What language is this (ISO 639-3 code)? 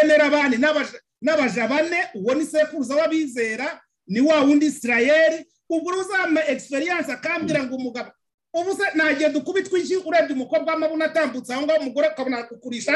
kin